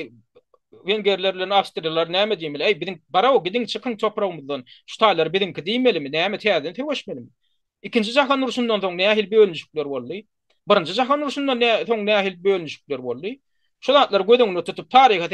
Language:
Turkmen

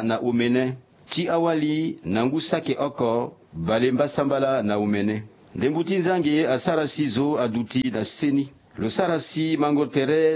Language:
Sango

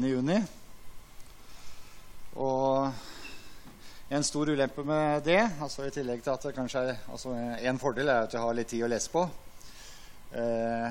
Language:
Norwegian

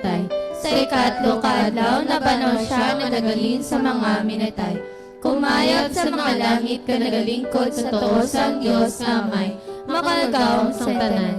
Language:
Hiligaynon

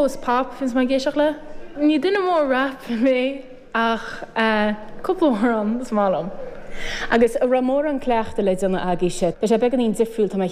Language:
Irish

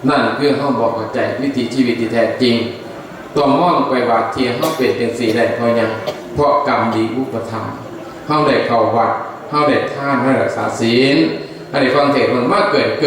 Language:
Northeastern Thai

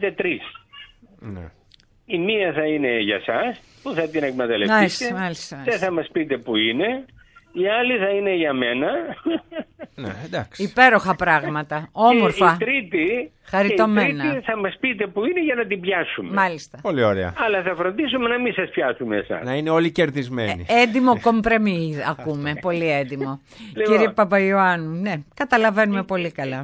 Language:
Greek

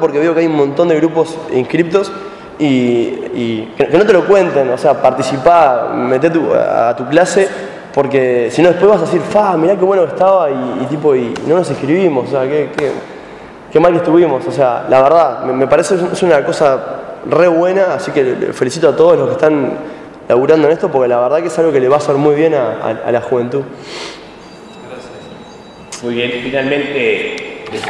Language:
Spanish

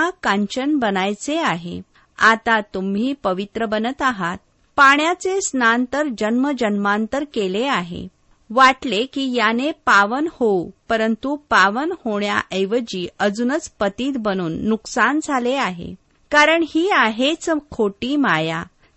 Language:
Marathi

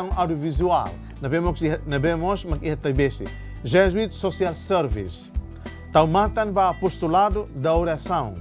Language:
Tetum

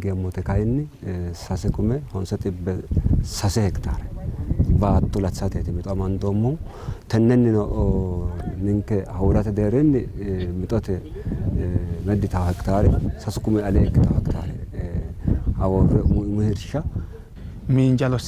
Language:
Sidamo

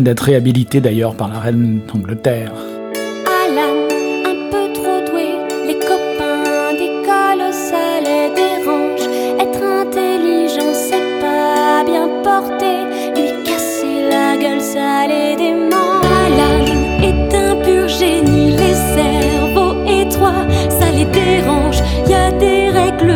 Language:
French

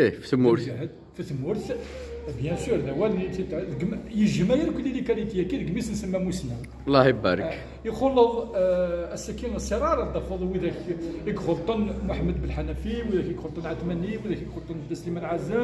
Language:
Kabyle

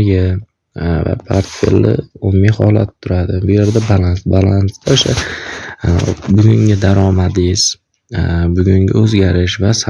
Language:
Uzbek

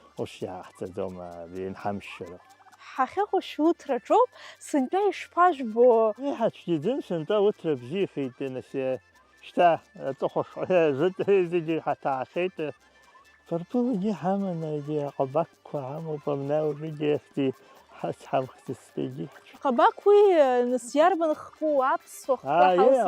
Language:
Abkhazian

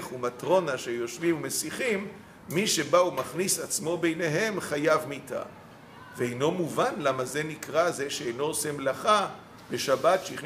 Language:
Hebrew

